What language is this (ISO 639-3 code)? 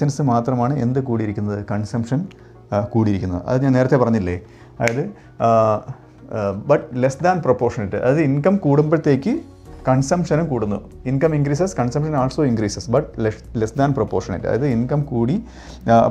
mal